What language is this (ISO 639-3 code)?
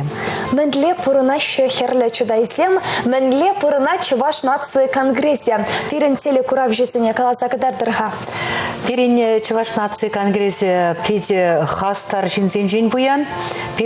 chv